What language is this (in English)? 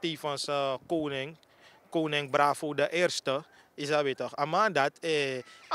Sranan Tongo